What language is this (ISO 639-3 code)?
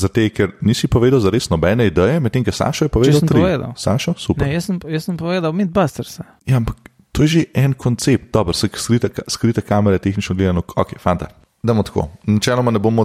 slv